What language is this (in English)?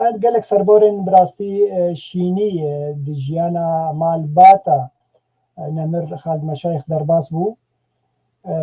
Kurdish